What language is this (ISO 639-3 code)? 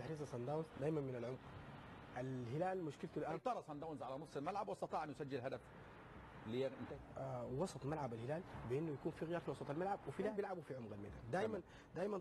arz